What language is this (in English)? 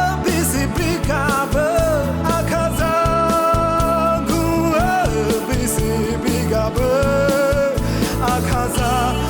Akha